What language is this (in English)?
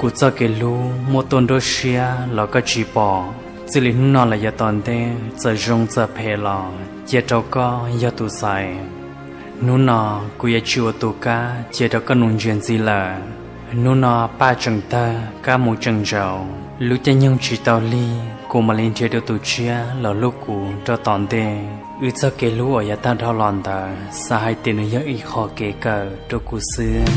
Hmong